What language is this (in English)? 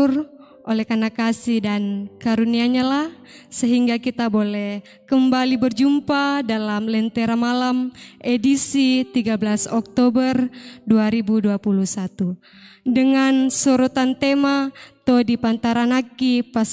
Toraja-Sa'dan